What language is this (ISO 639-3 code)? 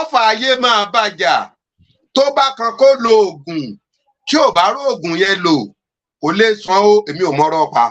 yor